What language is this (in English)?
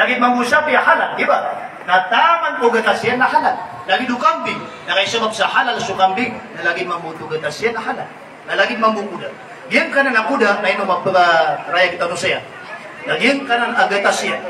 Maranao